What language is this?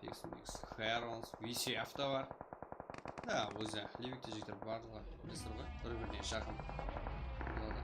Kara-Kalpak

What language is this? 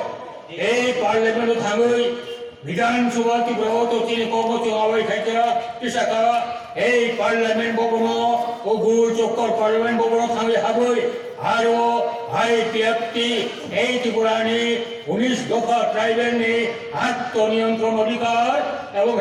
Riang (India)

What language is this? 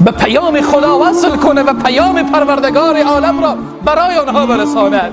Persian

